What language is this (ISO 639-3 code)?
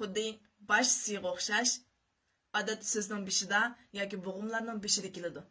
uig